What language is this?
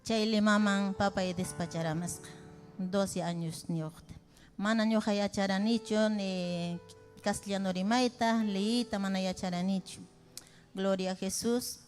Ayacucho Quechua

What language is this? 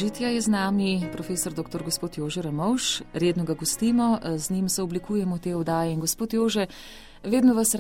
Slovenian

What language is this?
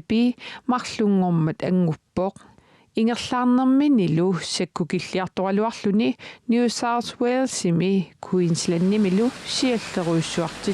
Kalaallisut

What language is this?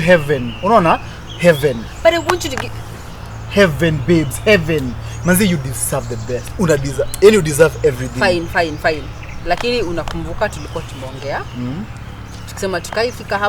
Kikuyu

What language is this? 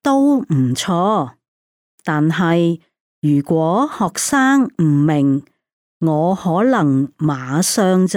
Cantonese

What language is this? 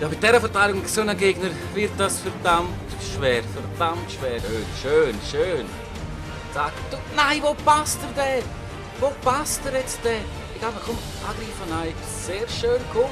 Swiss German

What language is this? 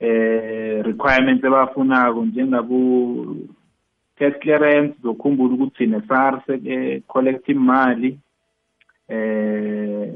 South Ndebele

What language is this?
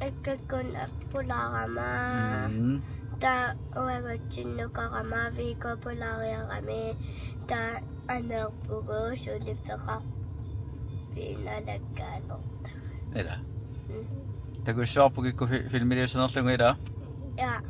Kalaallisut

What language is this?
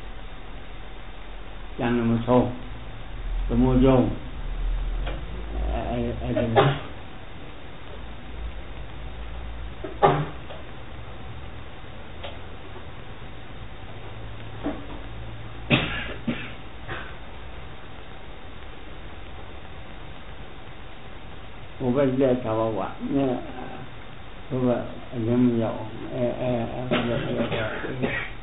Burmese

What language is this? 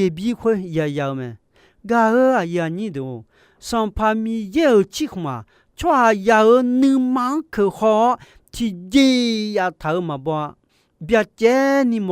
Akha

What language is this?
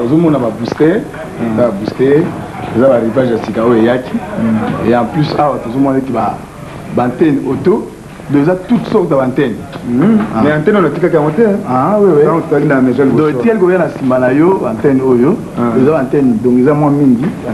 Lingala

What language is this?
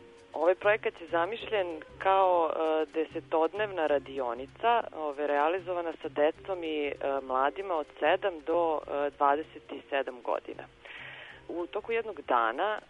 Serbian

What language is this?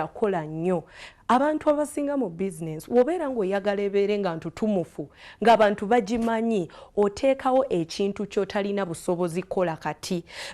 Ganda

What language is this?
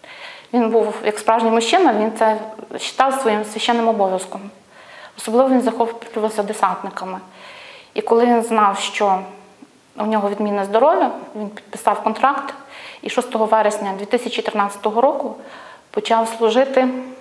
Ukrainian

